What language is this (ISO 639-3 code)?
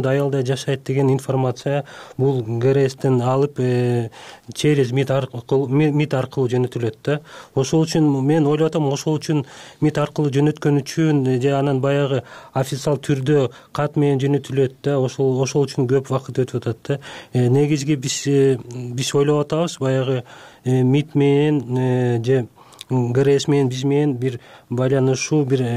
kir